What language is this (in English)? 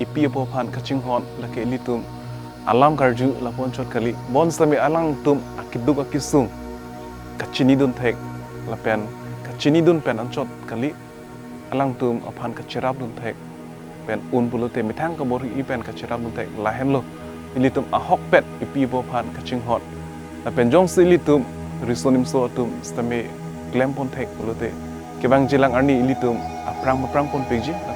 Karbi